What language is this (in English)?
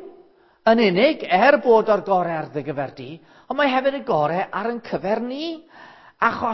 Welsh